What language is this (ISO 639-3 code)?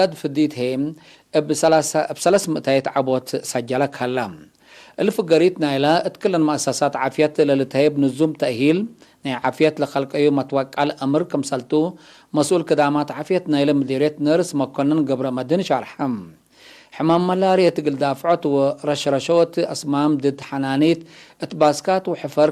tig